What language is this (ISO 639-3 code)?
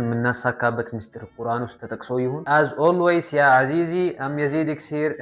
amh